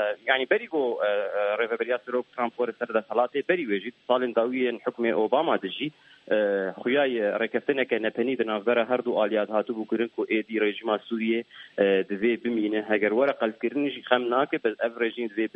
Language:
Kurdish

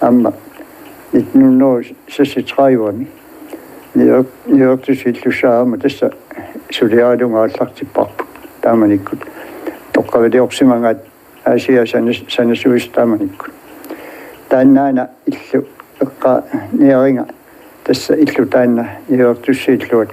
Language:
Kalaallisut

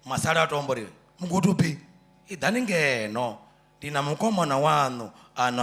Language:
Venda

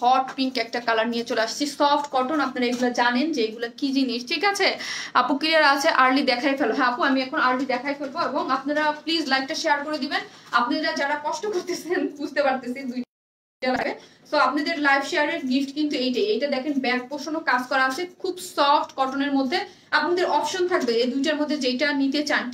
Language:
Bangla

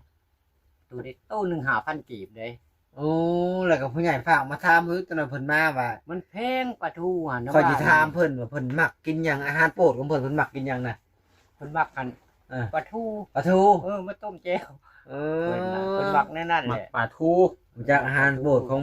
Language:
Lao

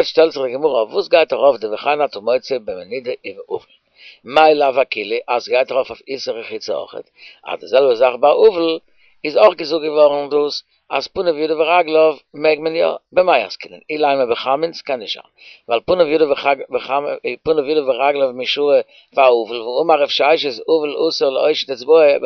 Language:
Yiddish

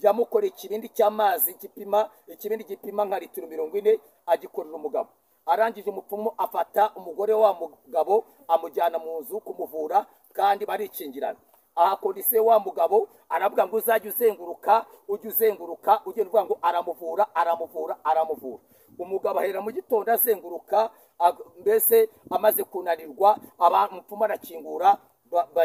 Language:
Kinyarwanda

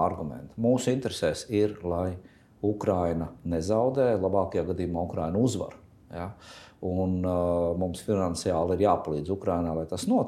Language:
Latvian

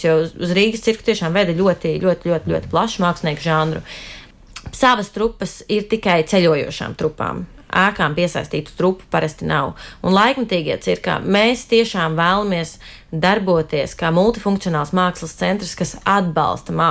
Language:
Latvian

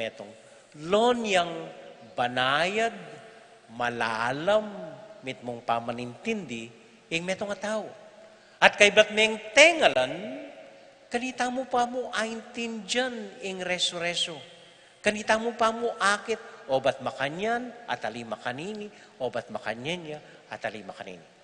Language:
Pampanga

